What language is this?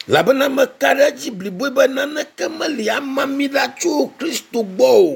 Ewe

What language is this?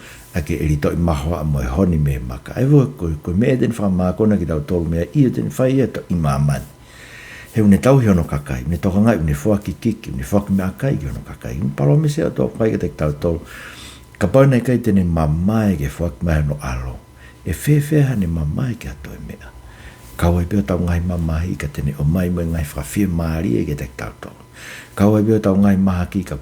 Tongan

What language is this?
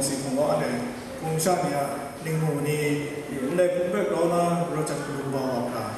Kachin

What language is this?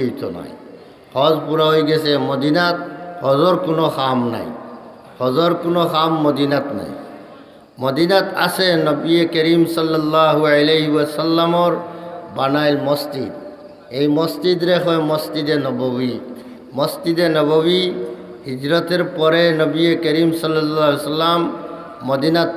Sylheti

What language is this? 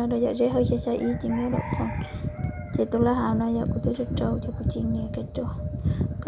Hmong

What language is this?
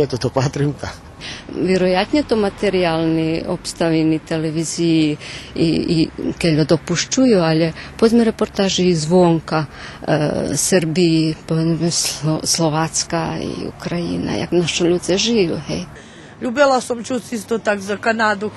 Rusyn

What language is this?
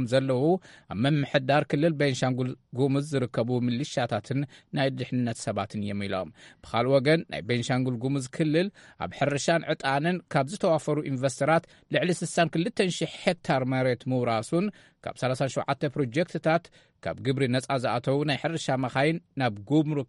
Tigrinya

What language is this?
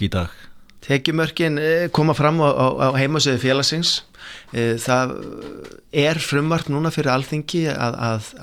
Icelandic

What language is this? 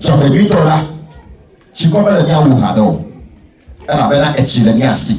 Ewe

